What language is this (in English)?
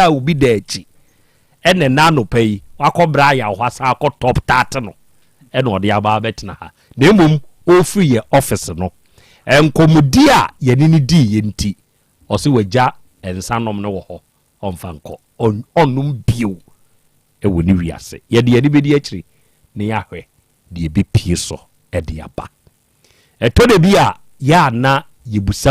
Akan